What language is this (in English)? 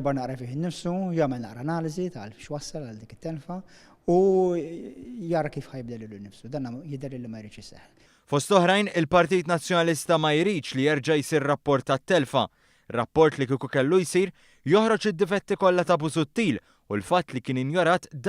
Maltese